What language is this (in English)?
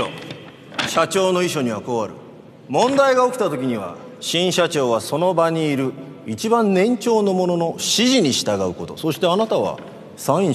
Japanese